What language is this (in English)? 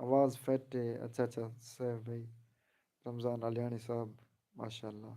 Saraiki